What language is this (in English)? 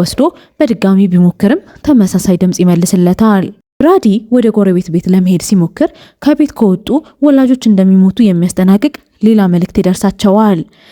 Amharic